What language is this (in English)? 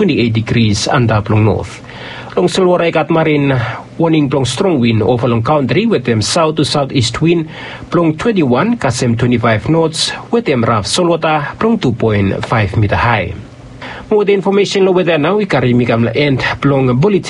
Bislama